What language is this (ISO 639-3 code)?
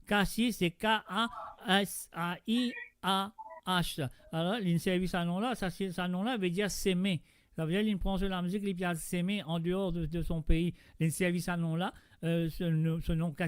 mfe